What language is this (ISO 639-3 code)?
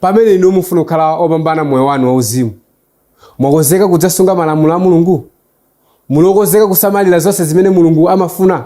nya